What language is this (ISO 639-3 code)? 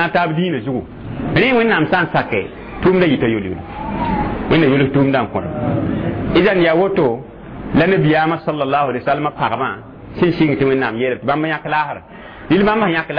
mos